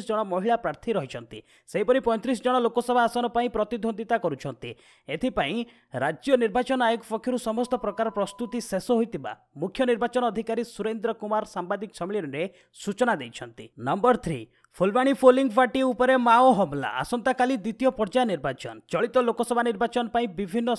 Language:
Odia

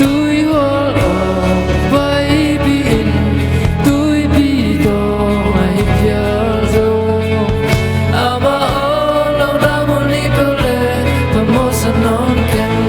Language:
Tedim Chin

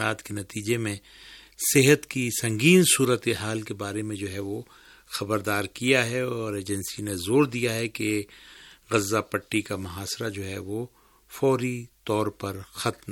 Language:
Urdu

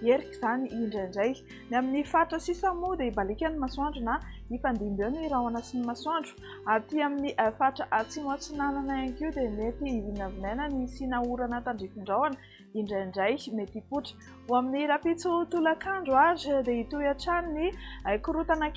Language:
Malagasy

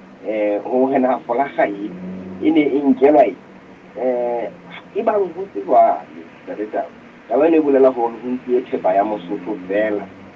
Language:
Southern Sotho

